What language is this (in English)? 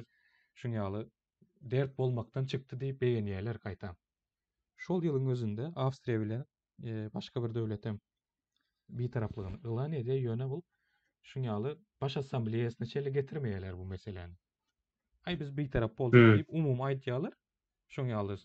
Turkmen